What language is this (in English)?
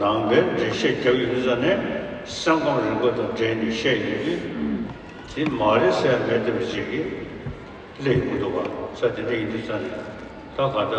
Tibetan